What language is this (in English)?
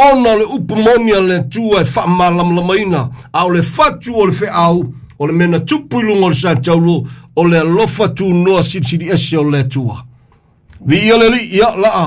Samoan